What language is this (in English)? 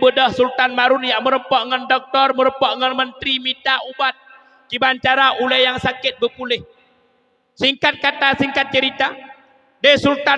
Achinese